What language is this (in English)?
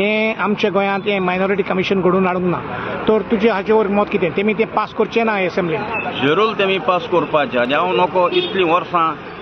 Konkani